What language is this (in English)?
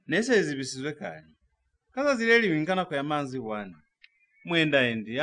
Lozi